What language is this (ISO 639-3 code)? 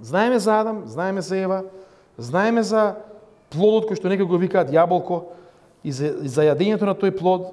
mkd